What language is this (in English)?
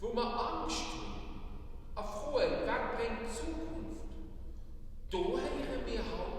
Luxembourgish